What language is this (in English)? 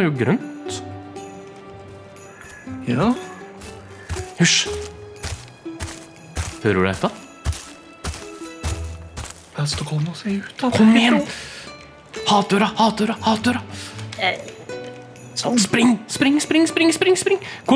Norwegian